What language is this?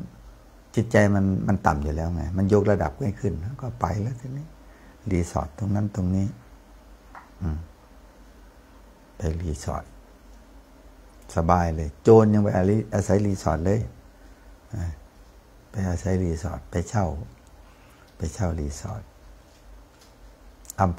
Thai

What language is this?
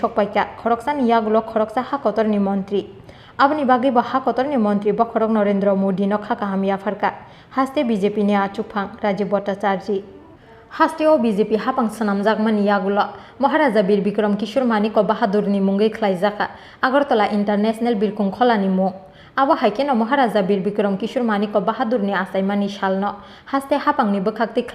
Kok Borok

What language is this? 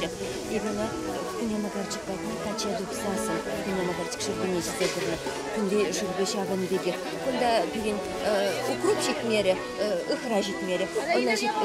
Chuvash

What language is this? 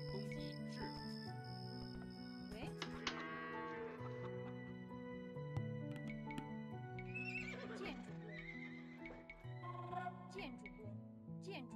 Chinese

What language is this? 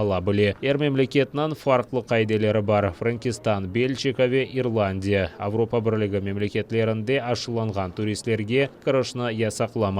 Crimean Tatar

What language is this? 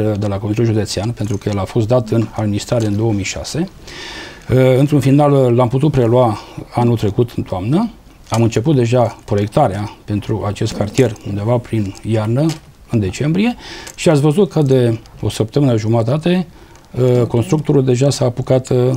Romanian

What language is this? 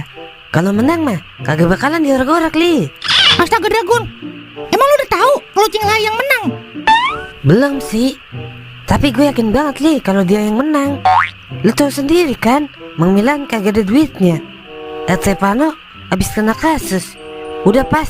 Betawi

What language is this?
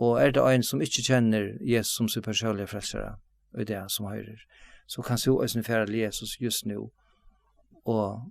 Faroese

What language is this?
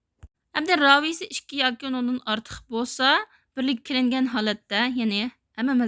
Uyghur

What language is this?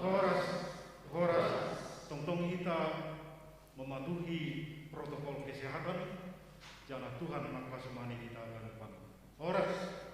Batak Simalungun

